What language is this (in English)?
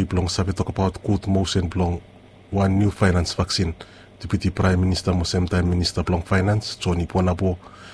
Bislama